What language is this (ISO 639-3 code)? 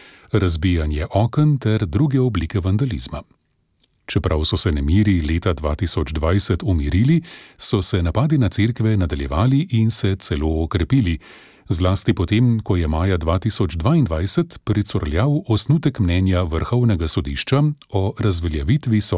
slv